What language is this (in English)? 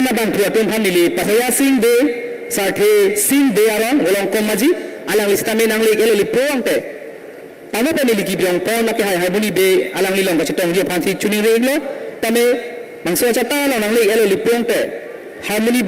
Karbi